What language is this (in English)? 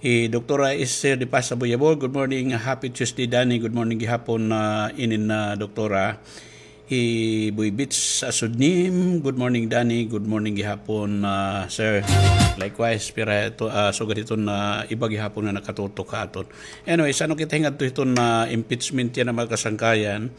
Waray